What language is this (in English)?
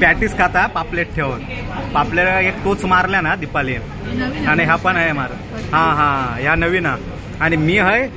Konkani